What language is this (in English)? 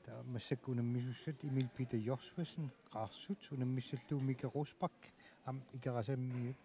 Kalaallisut